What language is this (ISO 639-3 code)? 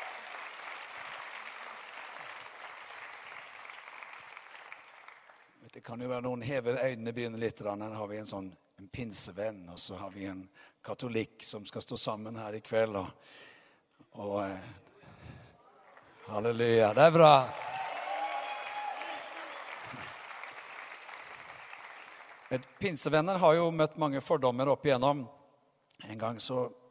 nor